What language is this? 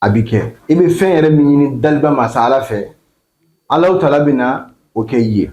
Bambara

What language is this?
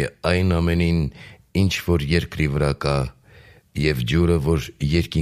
Armenian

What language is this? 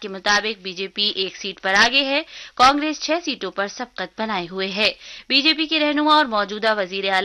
Urdu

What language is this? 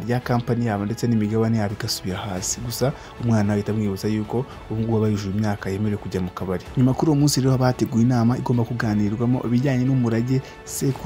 Kinyarwanda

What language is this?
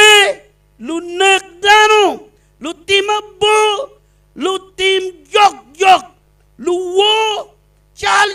Acoli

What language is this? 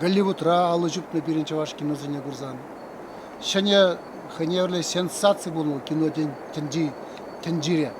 Chuvash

